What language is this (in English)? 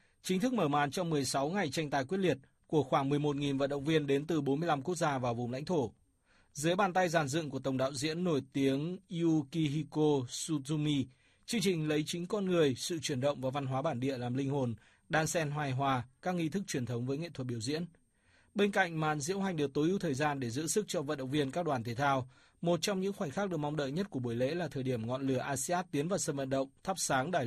Vietnamese